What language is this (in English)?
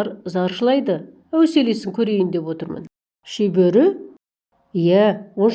Kazakh